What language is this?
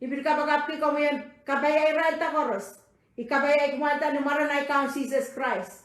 Pohnpeian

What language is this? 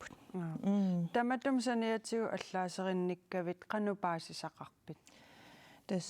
Kalaallisut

